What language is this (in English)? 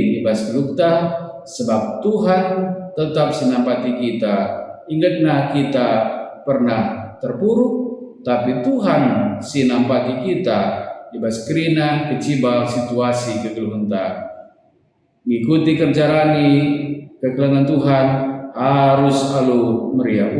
Batak Karo